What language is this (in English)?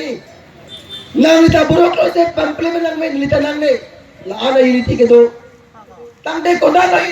Karbi